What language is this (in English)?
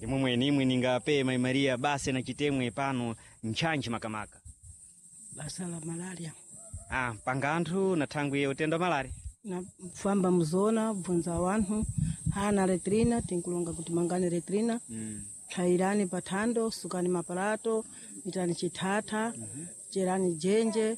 Sena